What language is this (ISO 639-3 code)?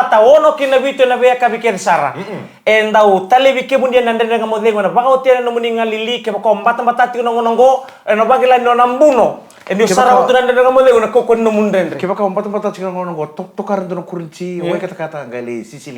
fij